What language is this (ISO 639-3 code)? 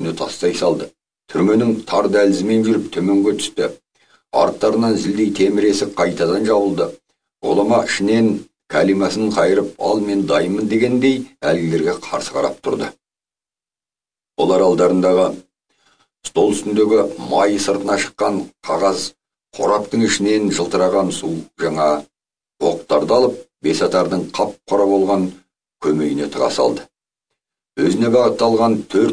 kaz